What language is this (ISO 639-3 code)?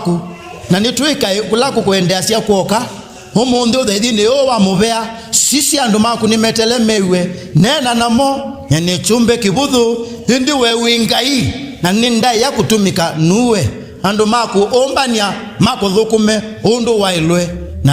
kam